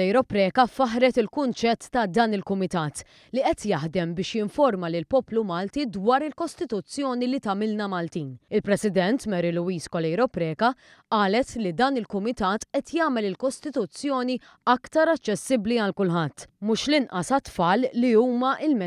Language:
Maltese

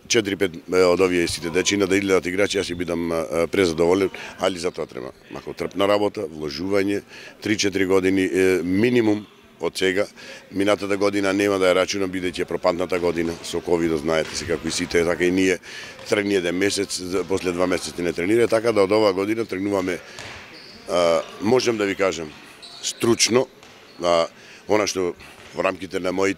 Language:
Macedonian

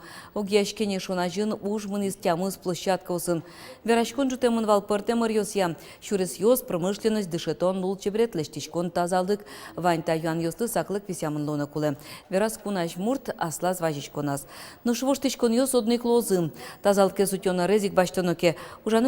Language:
Udmurt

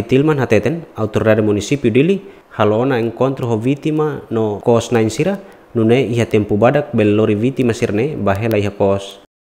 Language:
Tetum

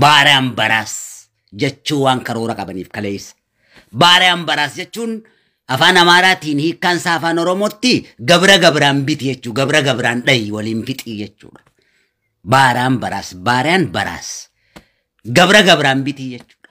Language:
Oromo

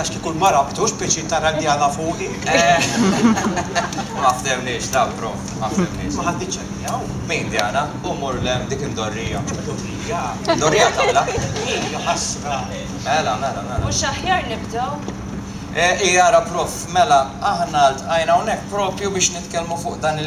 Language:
Maltese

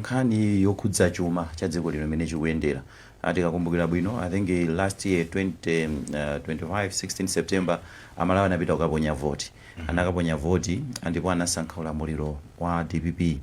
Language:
Nyanja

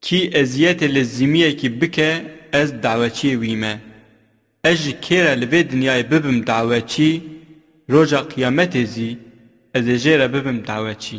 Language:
Kurdish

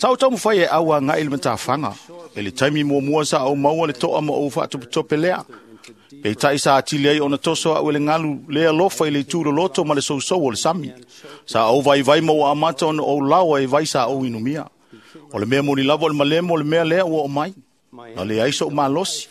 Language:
Samoan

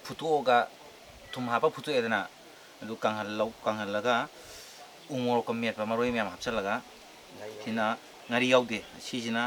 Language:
Manipuri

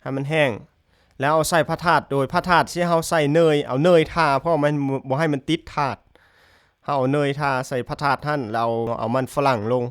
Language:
Lao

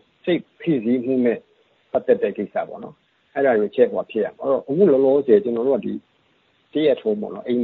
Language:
Burmese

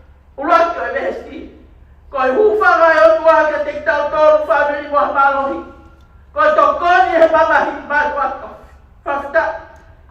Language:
Tongan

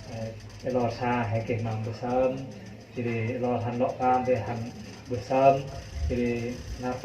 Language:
Central Mnong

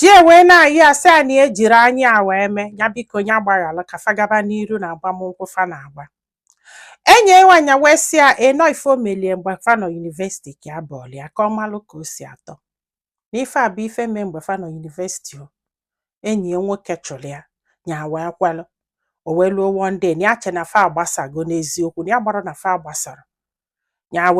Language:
Igbo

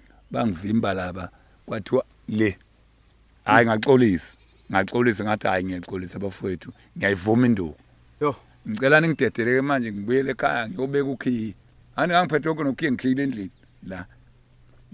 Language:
Zulu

